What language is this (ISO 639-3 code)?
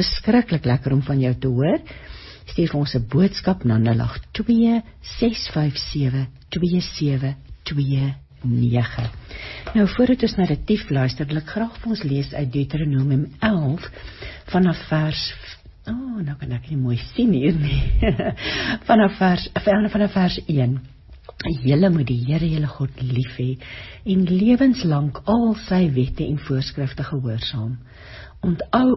afr